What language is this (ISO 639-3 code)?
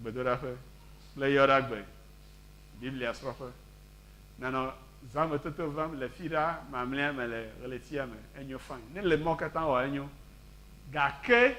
ewe